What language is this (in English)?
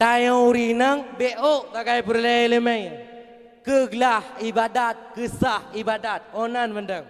Achinese